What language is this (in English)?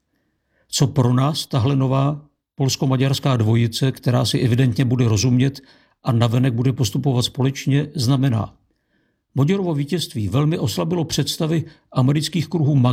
Czech